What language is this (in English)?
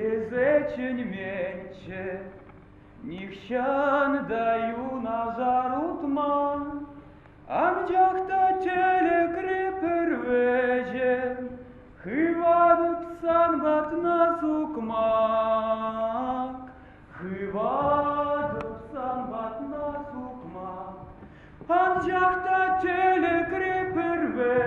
Chuvash